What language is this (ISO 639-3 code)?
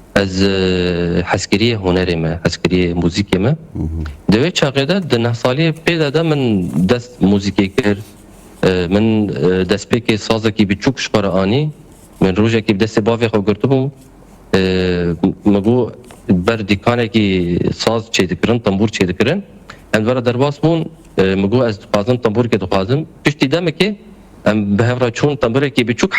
kur